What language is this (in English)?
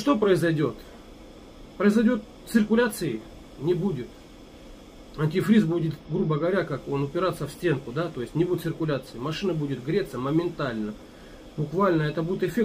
Russian